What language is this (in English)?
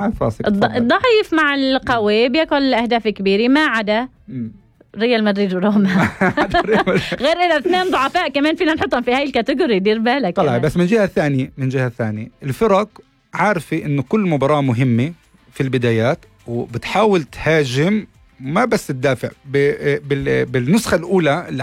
North Levantine Arabic